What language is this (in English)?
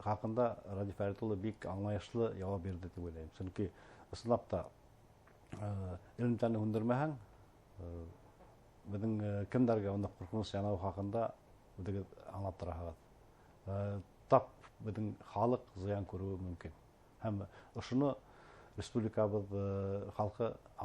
Bashkir